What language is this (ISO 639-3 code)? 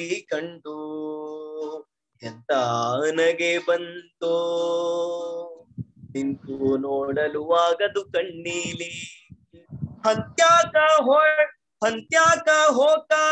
kan